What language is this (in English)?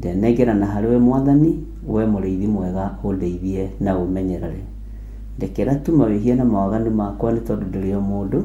Kikuyu